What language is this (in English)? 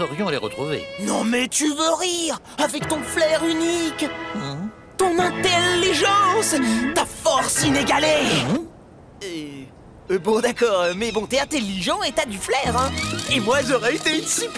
French